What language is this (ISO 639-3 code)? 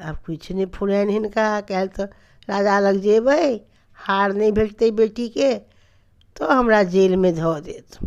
mai